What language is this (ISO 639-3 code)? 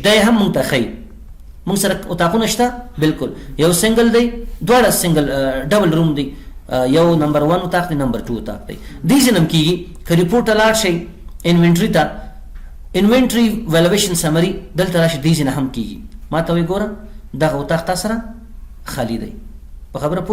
pus